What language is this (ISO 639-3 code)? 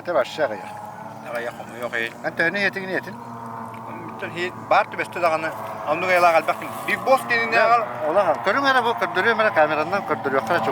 sah